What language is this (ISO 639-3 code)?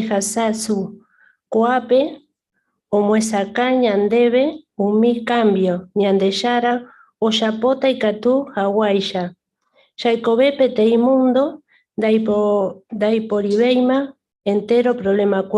grn